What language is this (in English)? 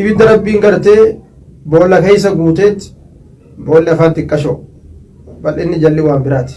Oromo